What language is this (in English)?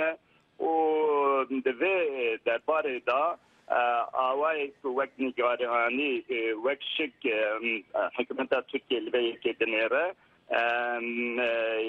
Kurdish